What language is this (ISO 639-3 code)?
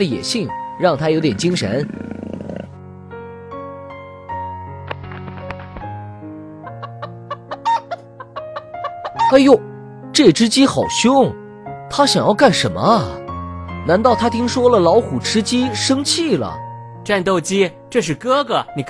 zho